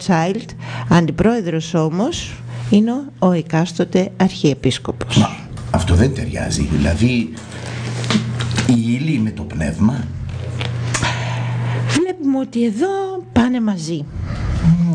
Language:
Greek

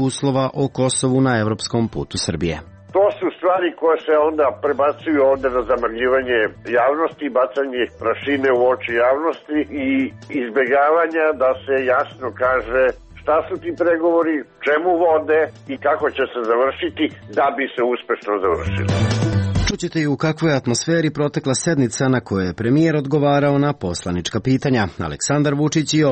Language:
Serbian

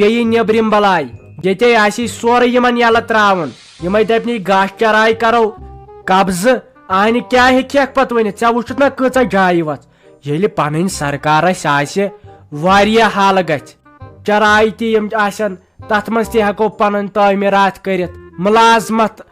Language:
Kashmiri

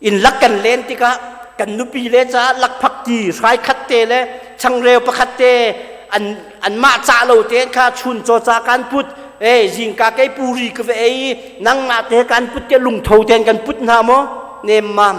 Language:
Hakha Chin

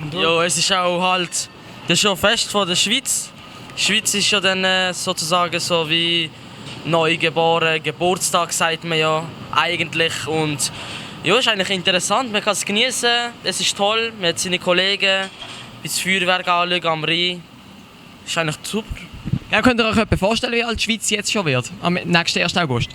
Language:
Swiss German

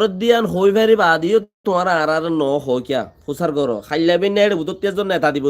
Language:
Rohingya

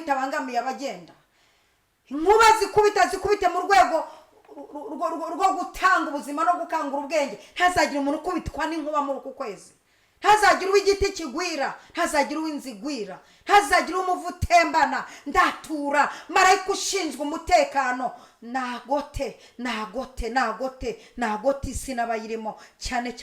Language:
Kinyarwanda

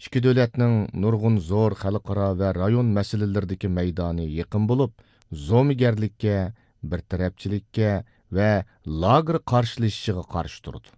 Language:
Uyghur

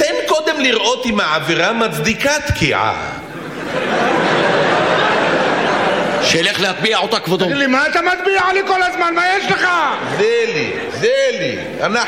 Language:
Hebrew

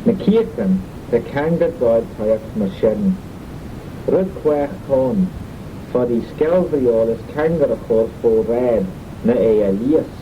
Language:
Manx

